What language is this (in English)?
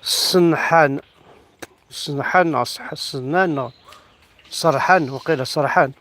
Kabyle